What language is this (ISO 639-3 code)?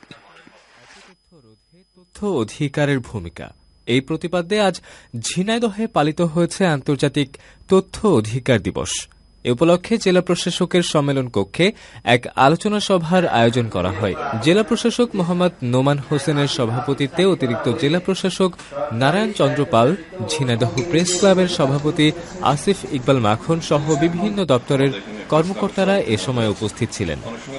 ben